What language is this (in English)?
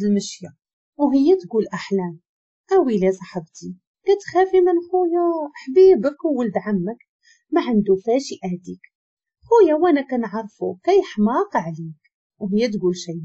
Moroccan Arabic